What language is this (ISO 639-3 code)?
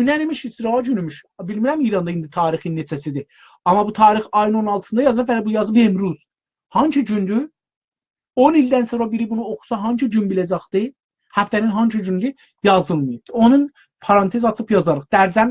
azb